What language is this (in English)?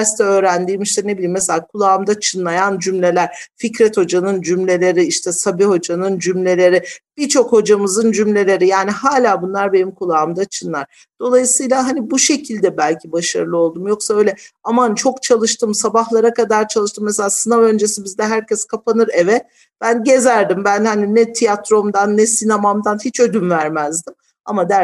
Turkish